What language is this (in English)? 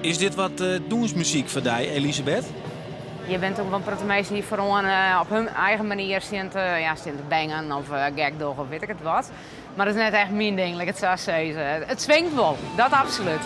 Western Frisian